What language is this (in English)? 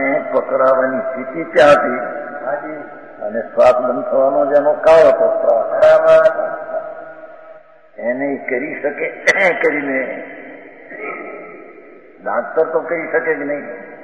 Gujarati